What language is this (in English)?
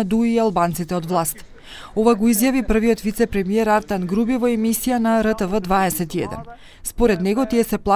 Macedonian